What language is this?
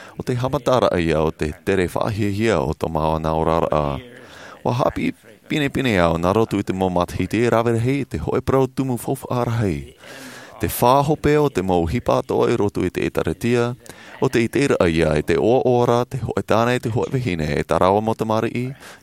Tahitian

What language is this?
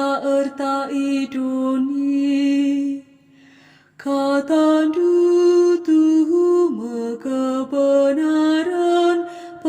Batak Karo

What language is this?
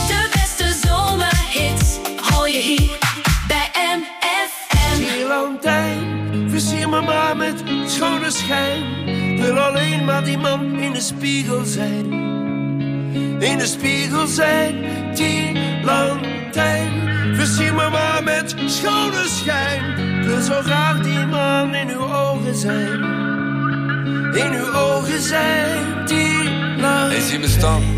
Dutch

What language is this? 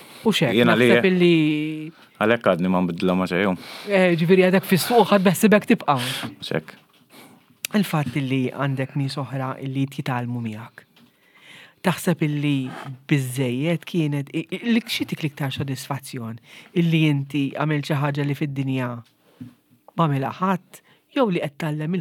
Maltese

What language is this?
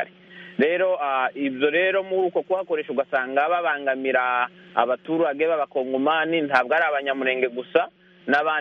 Kinyarwanda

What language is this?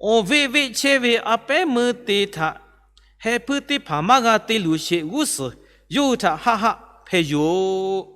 Lahu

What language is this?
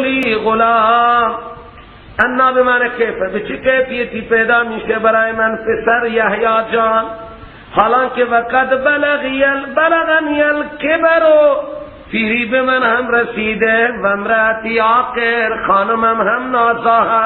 Persian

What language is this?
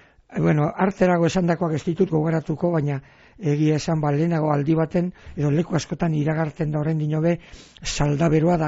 Basque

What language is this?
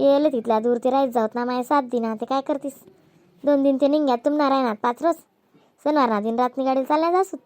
Khandesi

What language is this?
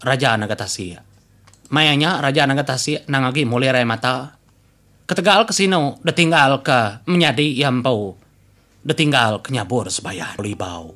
Iban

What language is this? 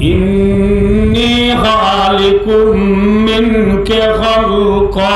Rohingya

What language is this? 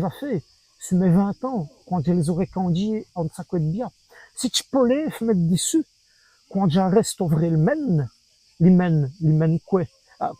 Walloon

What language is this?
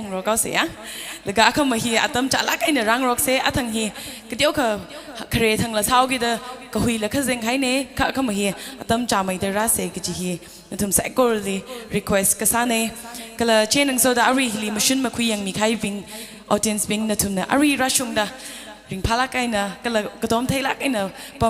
Tangkhul Naga (India)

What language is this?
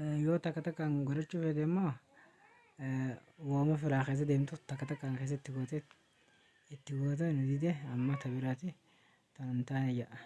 Oromo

